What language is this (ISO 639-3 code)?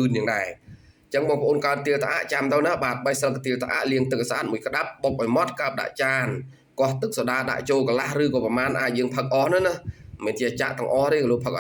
khm